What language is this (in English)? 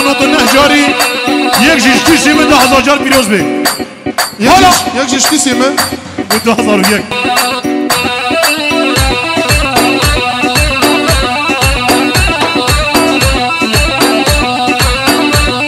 Kurdish